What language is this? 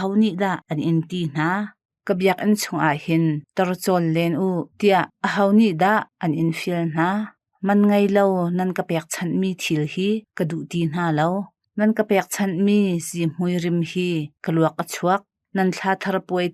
Hakha Chin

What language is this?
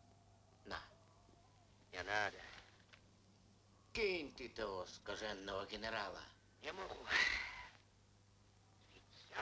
Russian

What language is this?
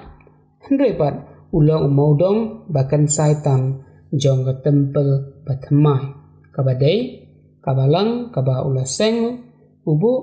Khasi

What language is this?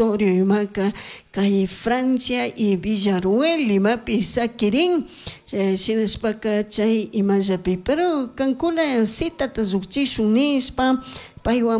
Chimborazo Highland Quichua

